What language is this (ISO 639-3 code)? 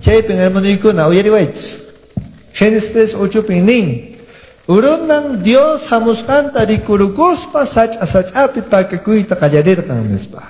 que